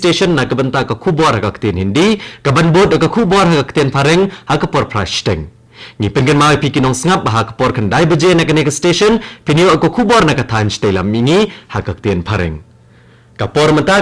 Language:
Khasi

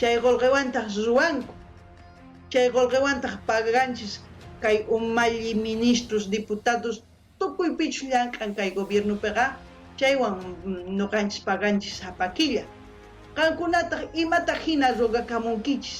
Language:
South Bolivian Quechua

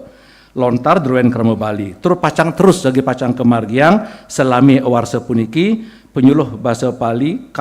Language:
Balinese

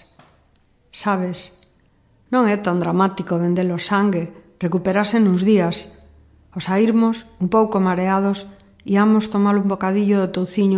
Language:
Galician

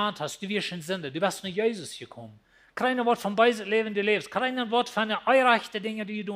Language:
Plautdietsch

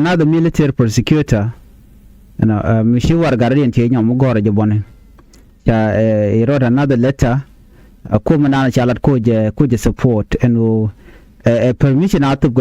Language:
Nuer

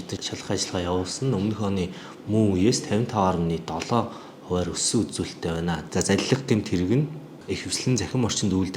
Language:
Mongolian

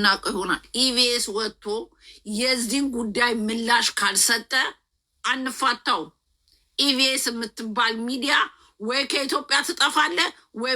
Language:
Amharic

